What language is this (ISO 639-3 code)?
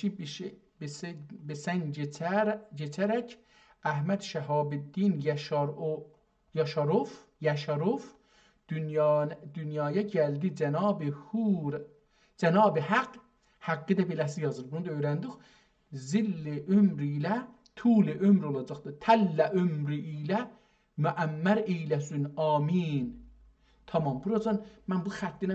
azb